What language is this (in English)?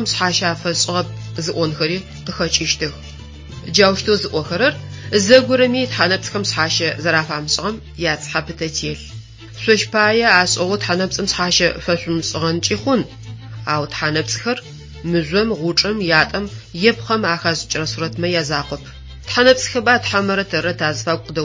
Adyghe